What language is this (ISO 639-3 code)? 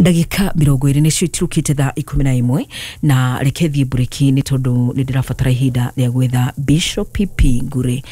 kik